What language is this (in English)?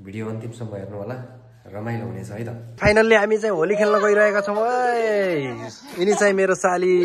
Nepali